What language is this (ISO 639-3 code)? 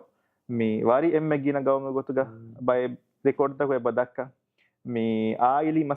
div